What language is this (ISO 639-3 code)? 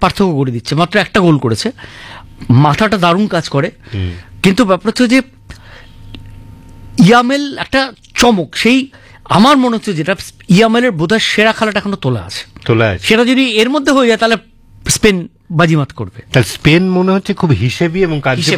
ben